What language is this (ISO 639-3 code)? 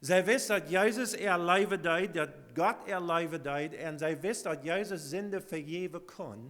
pdt